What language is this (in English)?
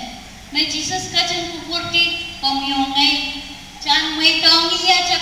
Pohnpeian